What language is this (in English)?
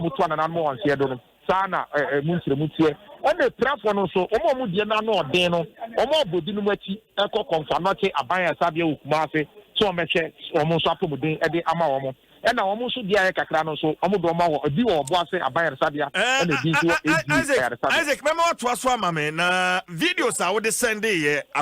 Akan